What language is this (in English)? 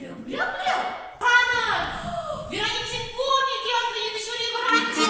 Chuvash